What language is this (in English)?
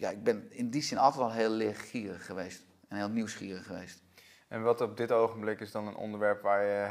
Dutch